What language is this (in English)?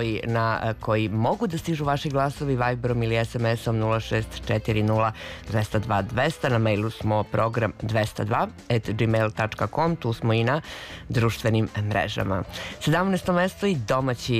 Serbian